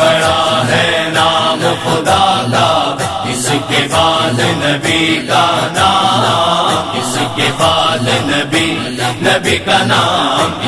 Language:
Urdu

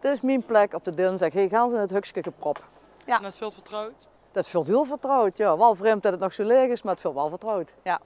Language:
Limburgish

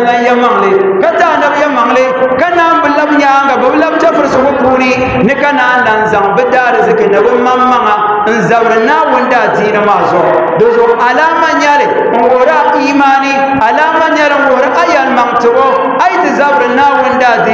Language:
Dagbani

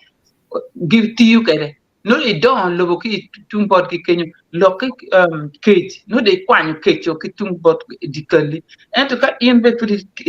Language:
Acoli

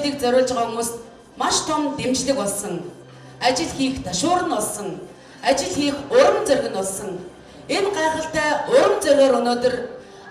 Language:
Mongolian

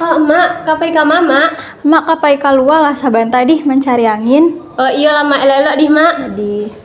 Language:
Minangkabau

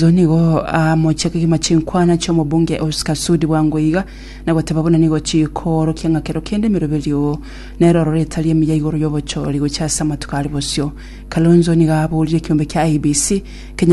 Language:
Gusii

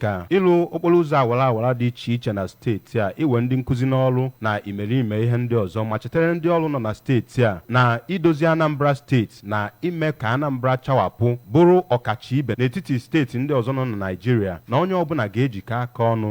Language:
Igbo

